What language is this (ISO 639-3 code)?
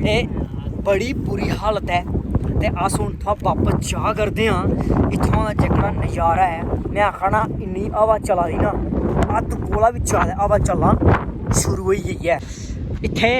doi